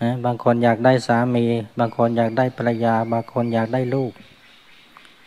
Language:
Thai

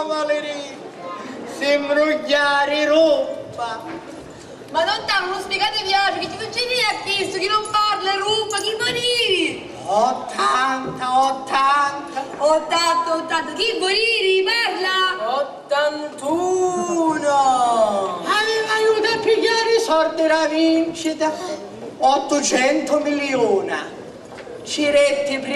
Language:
Sicilian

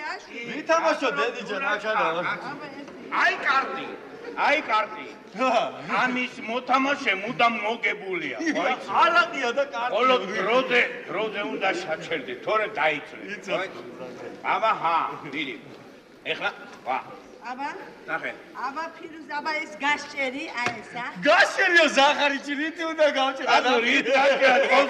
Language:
Georgian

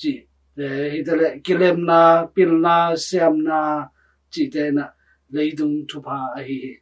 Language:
Tedim Chin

